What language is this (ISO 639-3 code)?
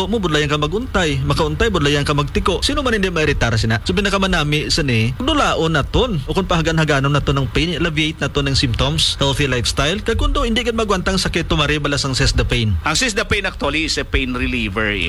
hil